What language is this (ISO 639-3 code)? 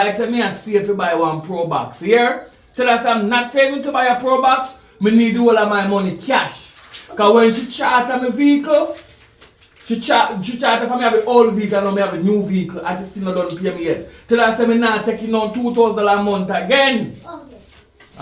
jam